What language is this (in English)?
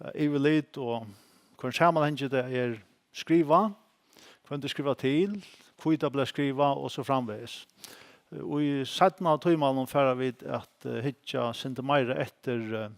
Faroese